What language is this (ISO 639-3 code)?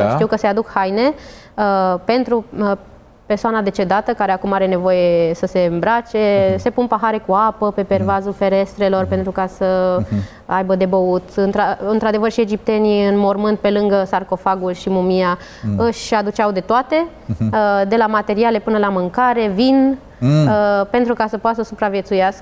ron